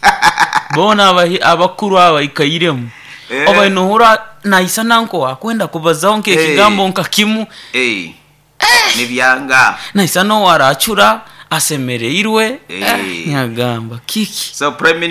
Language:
Nyoro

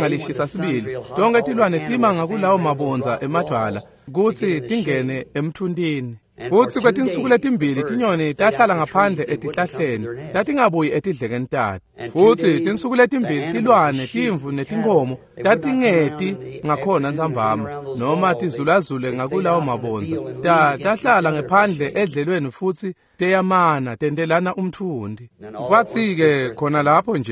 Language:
Swati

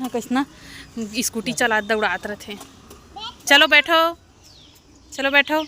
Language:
Chhattisgarhi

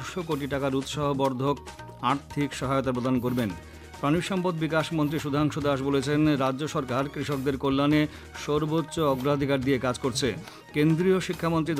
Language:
Bangla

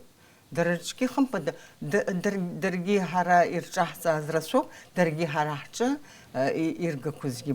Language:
Abkhazian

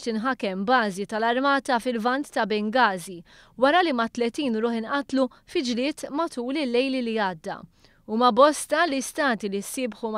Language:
Maltese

